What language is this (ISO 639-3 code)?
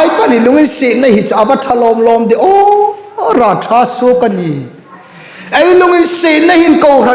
hmr